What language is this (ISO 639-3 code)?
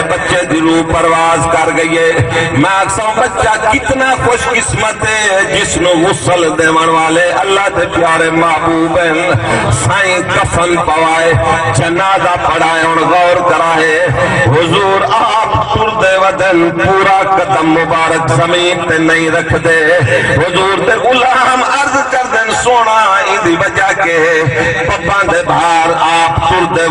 skr